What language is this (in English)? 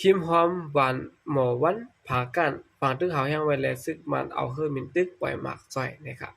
Shan